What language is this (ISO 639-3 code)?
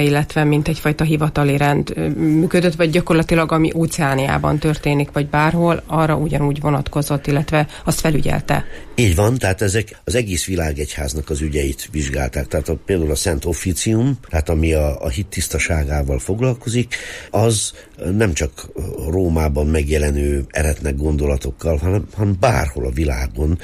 hun